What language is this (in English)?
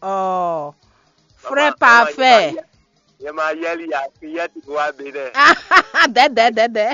Fon